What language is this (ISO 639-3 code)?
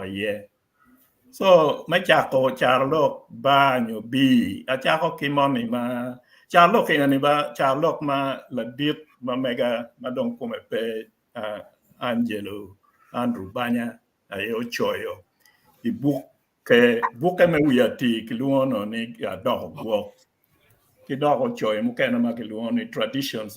ach